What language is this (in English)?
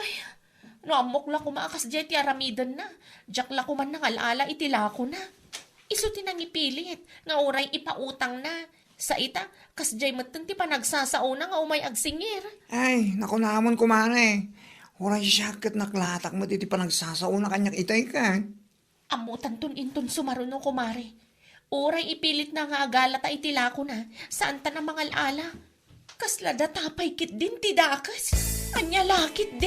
Iloko